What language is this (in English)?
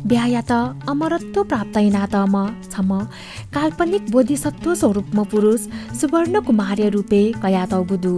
Newari